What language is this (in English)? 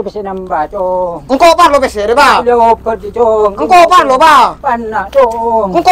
Madurese